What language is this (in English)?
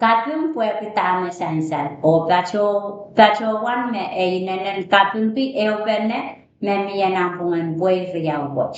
Pohnpeian